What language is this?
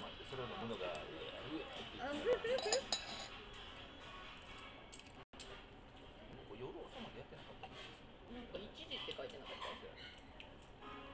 Japanese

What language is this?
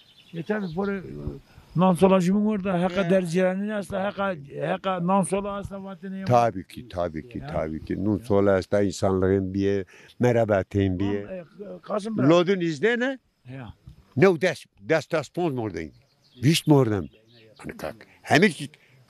Zaza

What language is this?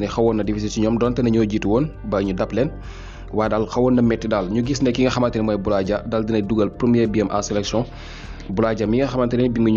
Wolof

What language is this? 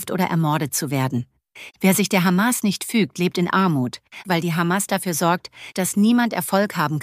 German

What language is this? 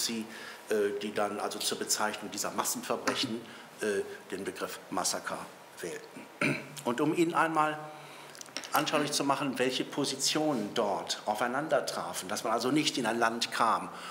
German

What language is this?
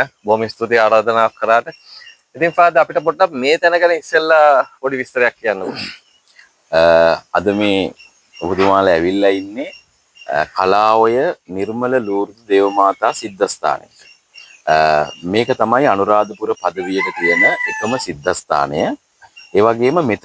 Sinhala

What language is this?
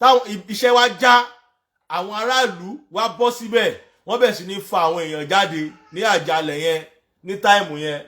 Yoruba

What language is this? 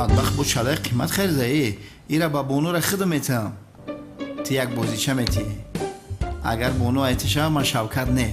Tajik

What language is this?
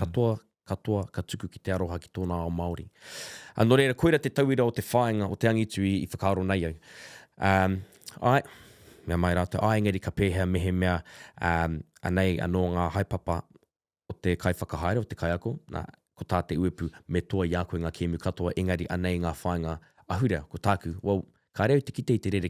Māori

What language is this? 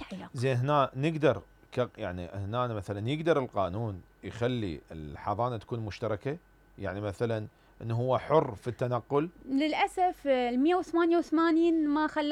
Mesopotamian Arabic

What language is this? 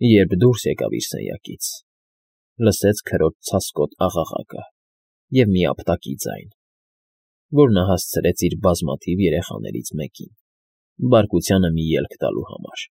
Armenian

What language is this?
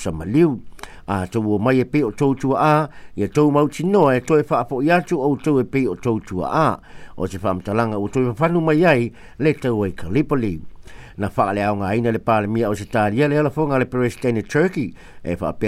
Samoan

